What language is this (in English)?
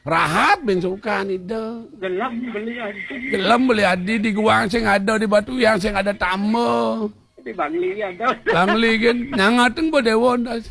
Balinese